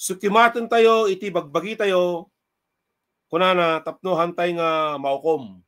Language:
Iloko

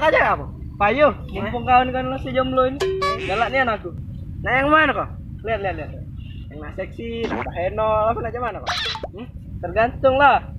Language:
Musi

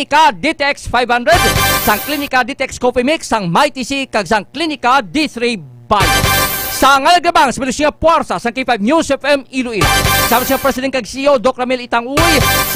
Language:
Hiligaynon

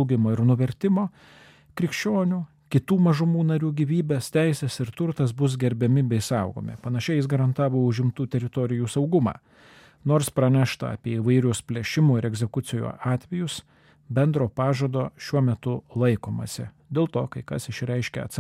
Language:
Lithuanian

